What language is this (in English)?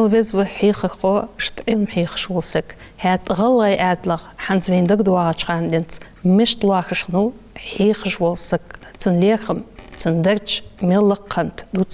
Ingush